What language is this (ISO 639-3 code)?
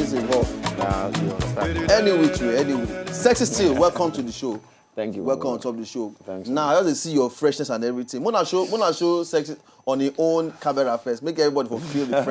pcm